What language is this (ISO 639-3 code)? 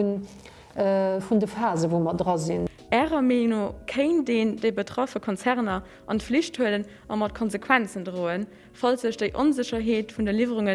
ltz